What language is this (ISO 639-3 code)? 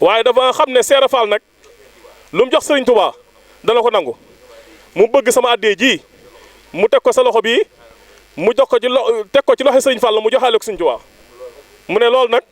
wol